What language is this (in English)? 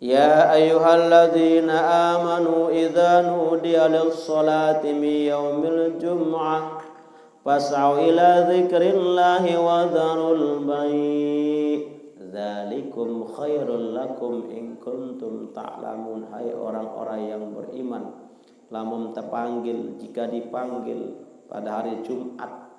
Sasak